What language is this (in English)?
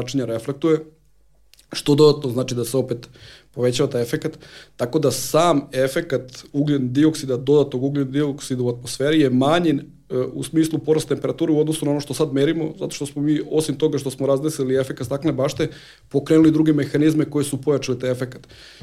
Serbian